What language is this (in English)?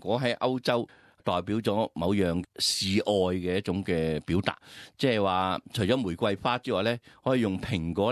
Cantonese